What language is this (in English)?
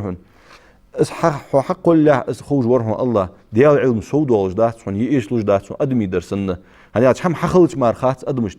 Ingush